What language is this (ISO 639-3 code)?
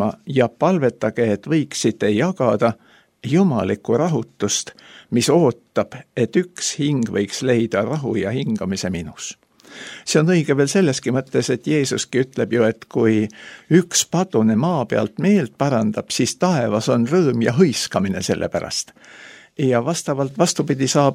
est